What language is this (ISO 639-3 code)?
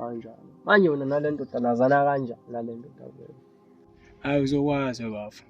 zul